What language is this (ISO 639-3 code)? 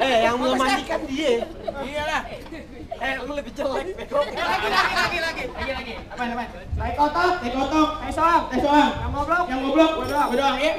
bew